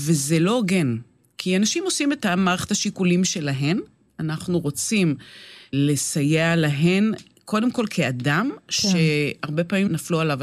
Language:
Hebrew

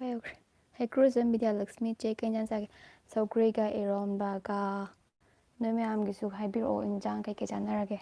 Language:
Manipuri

